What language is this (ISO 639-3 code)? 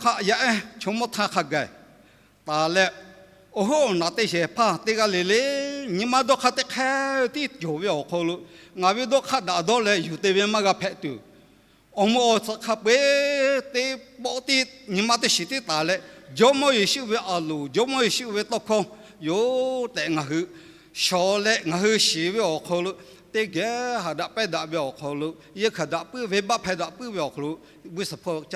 lhu